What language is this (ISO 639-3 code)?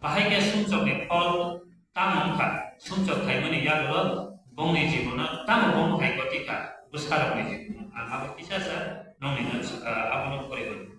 trp